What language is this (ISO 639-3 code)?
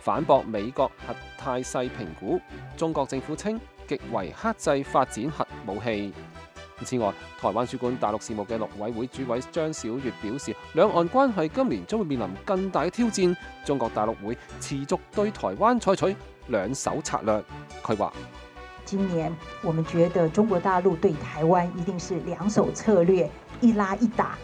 yue